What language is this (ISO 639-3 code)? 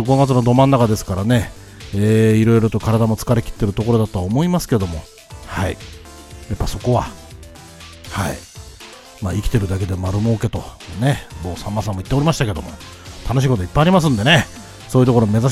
jpn